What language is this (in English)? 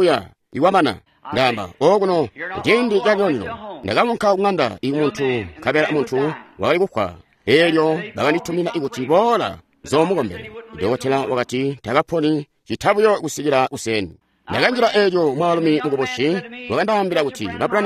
Tonga (Zambia)